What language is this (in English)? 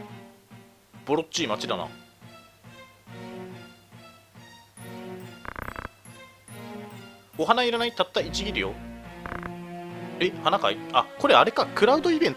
Japanese